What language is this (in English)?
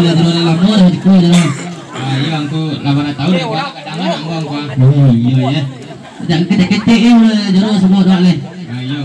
Minangkabau